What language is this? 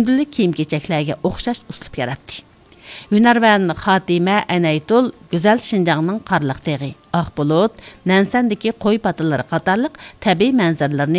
Uyghur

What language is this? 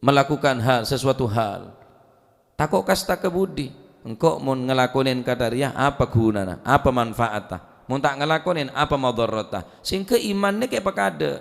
Madurese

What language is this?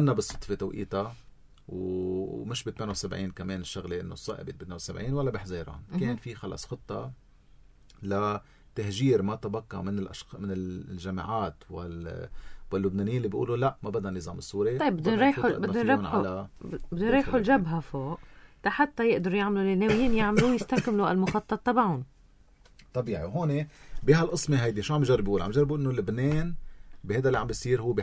North Levantine Arabic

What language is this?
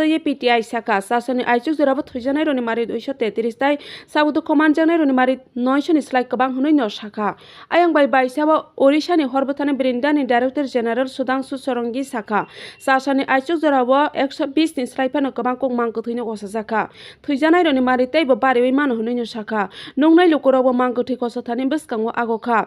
Kok Borok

